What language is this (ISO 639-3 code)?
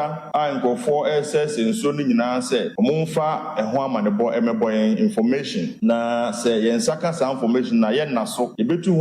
aka